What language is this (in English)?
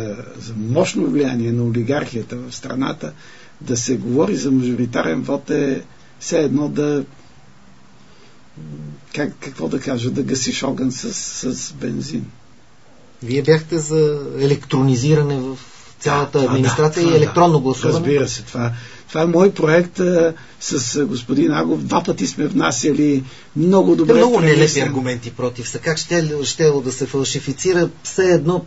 Bulgarian